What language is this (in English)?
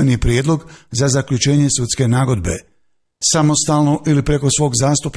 Bosnian